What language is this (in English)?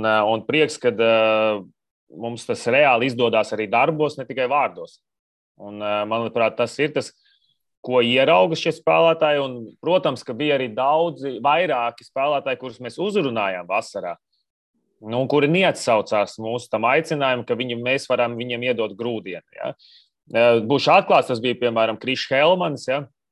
Latvian